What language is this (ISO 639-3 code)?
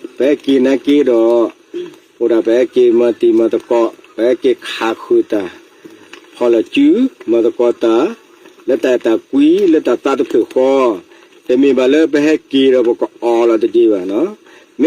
ksw